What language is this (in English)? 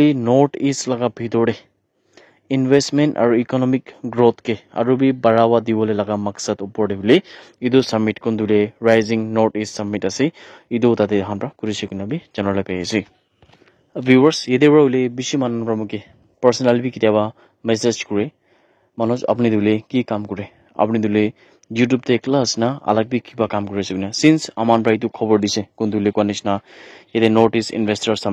Naga Pidgin